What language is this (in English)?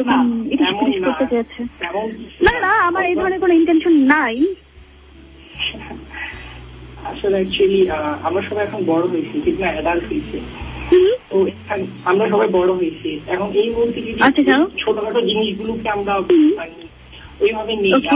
Bangla